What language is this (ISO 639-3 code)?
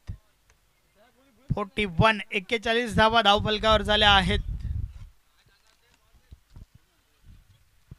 mar